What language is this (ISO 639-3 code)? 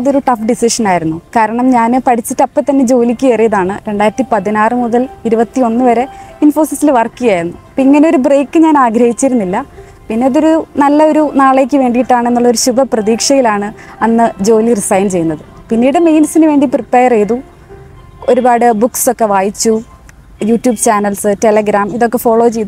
mal